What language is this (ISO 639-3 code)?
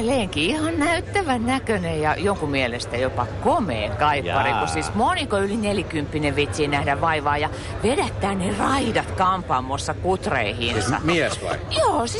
fin